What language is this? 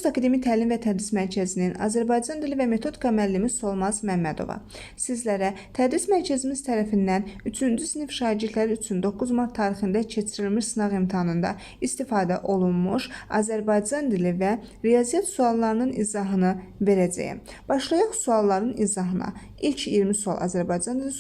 Azerbaijani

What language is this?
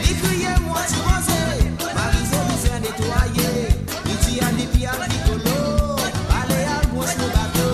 Morisyen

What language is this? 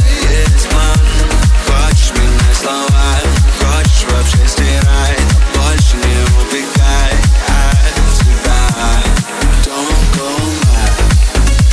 Russian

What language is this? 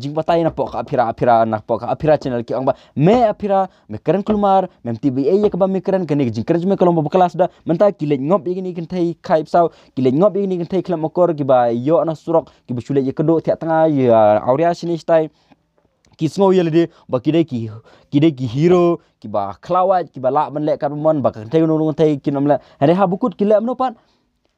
Khasi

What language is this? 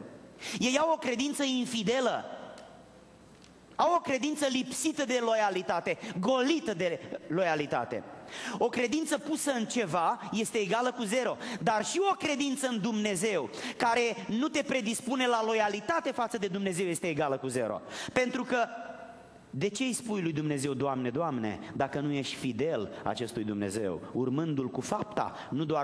Romanian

